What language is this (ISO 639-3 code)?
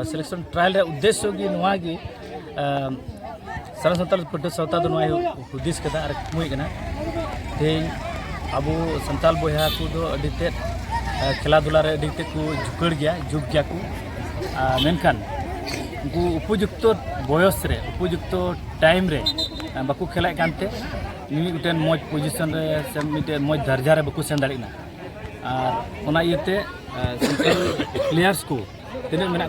sat